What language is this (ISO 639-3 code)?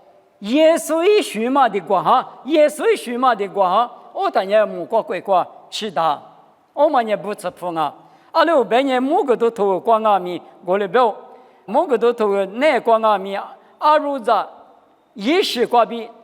lis